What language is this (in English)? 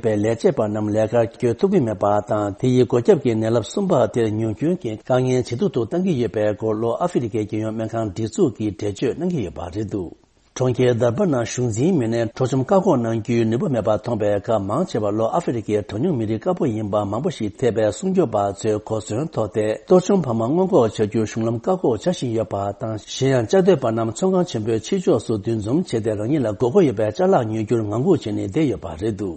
Tibetan